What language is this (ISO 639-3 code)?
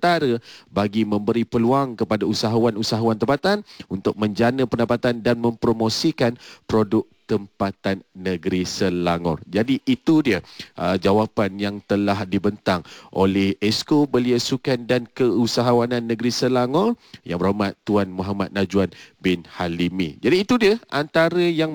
msa